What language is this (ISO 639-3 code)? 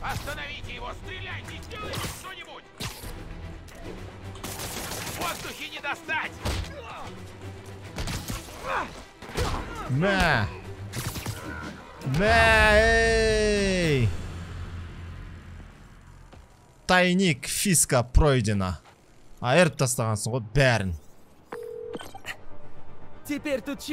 kaz